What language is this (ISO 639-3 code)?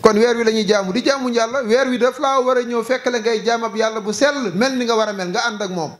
wol